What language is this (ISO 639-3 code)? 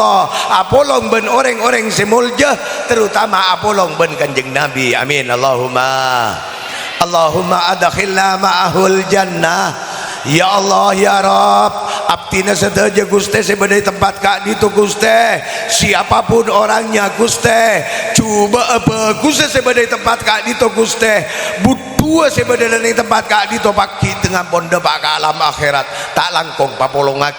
mad